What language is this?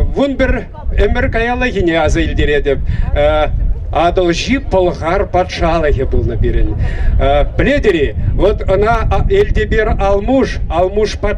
Chuvash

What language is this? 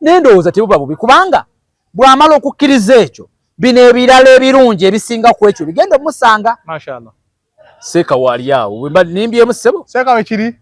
Ganda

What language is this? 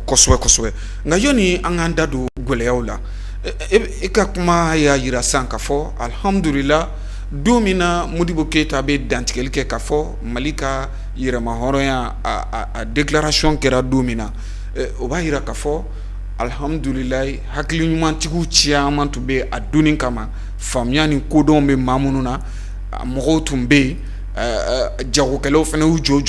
Bambara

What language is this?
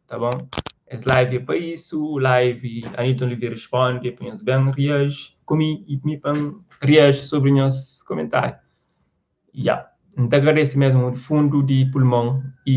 Kabuverdianu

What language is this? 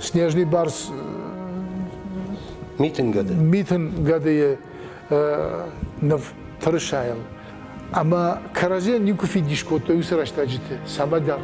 Ossetic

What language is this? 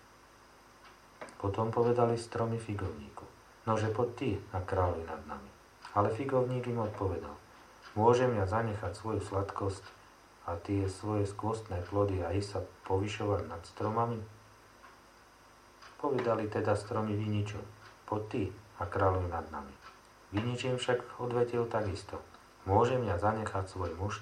Slovak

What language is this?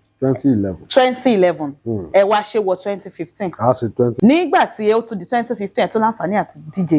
Yoruba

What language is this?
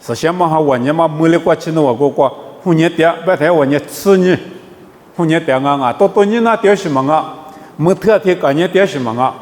Lisu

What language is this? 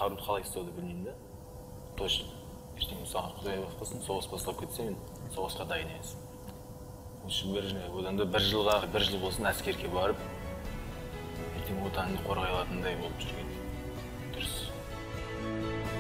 Kazakh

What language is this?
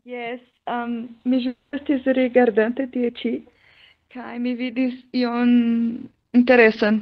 Esperanto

